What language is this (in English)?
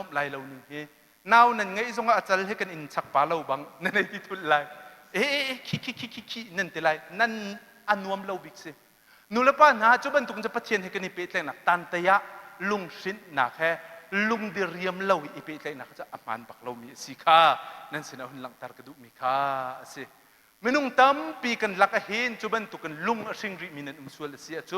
Hakha Chin